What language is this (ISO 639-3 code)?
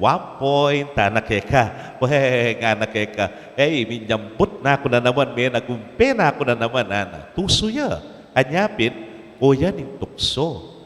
pam